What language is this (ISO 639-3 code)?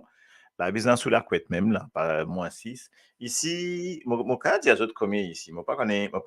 mfe